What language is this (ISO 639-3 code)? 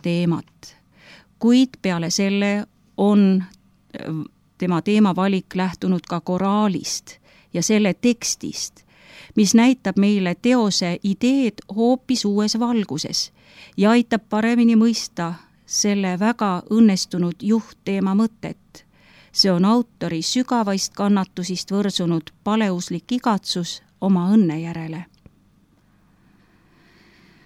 est